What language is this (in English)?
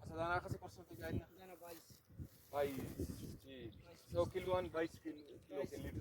Brahui